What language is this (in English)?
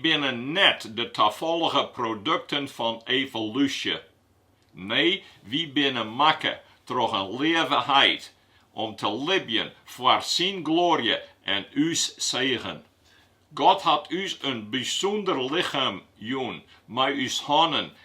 Western Frisian